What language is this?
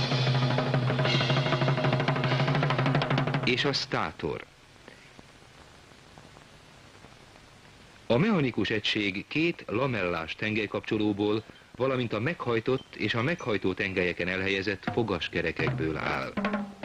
Hungarian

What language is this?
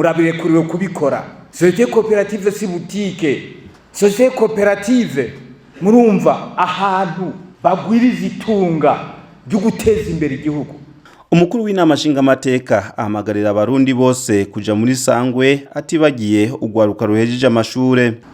Rundi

